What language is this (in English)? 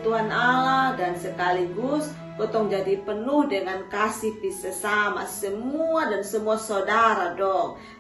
Kupang Malay